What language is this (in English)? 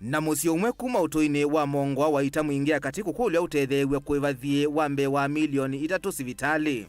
Kamba